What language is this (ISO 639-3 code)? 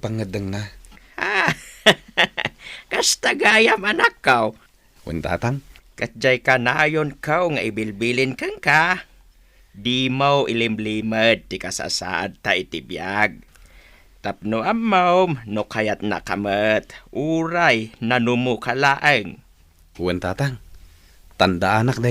ilo